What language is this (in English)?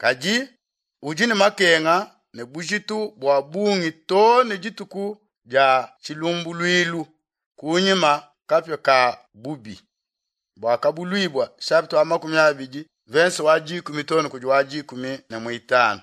Luba-Lulua